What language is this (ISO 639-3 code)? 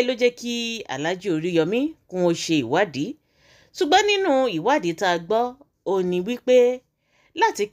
yor